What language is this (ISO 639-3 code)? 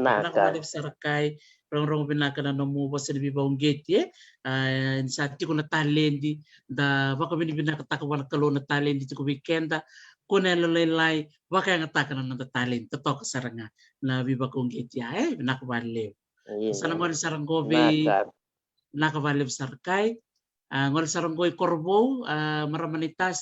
fij